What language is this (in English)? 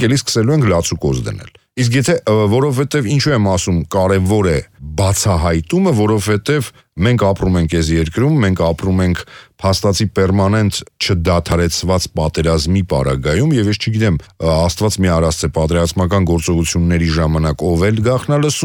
Armenian